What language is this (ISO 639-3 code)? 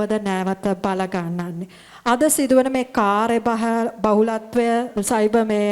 sin